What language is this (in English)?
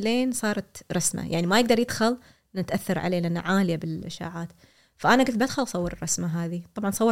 Gulf Arabic